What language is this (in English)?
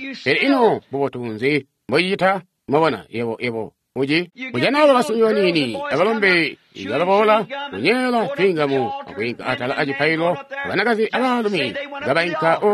Tonga (Zambia)